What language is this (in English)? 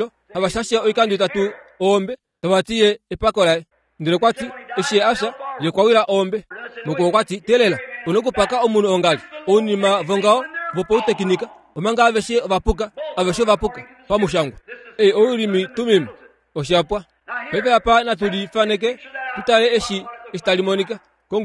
Kuanyama